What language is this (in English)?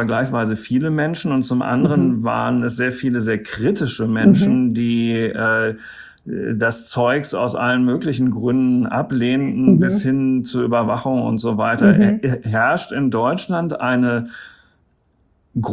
German